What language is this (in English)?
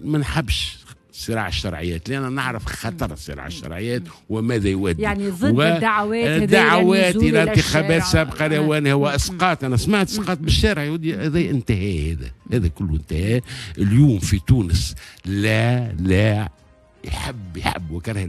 Tunisian Arabic